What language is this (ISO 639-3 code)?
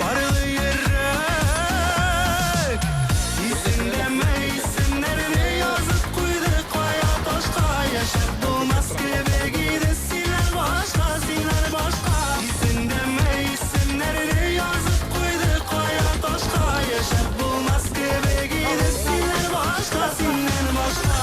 bak